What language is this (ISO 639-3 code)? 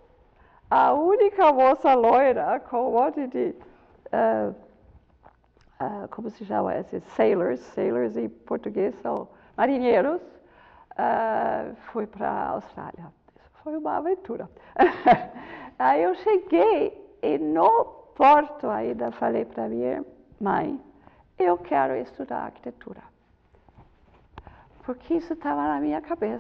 por